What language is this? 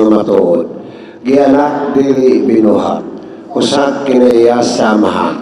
Cebuano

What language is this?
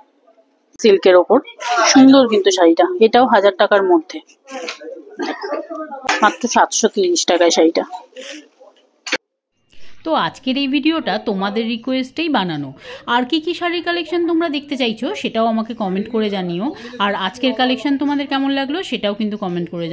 Bangla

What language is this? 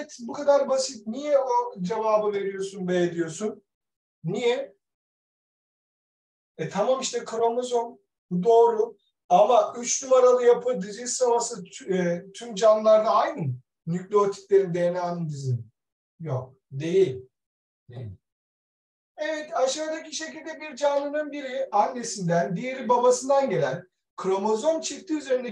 Turkish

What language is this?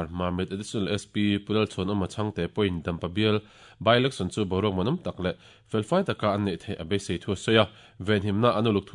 Mizo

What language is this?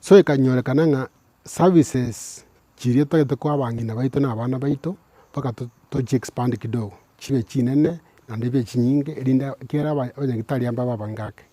Gusii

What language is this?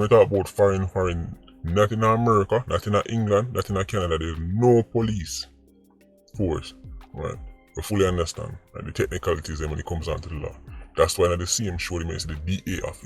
Jamaican Creole English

